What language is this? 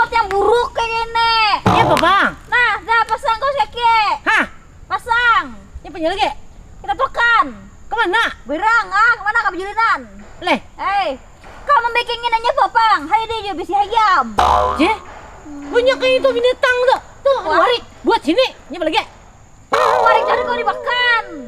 Banjar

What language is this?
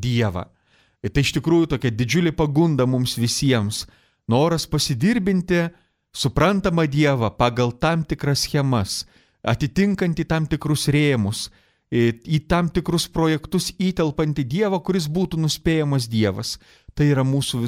Lithuanian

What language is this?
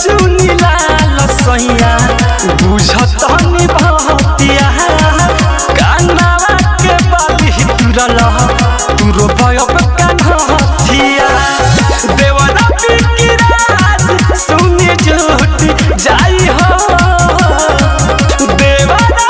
Bhojpuri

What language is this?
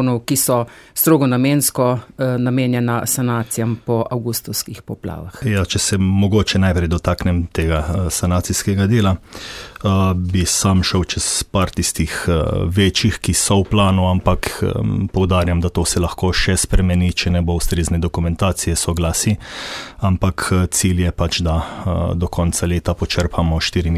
Slovenian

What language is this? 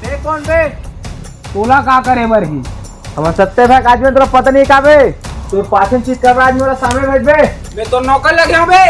Chhattisgarhi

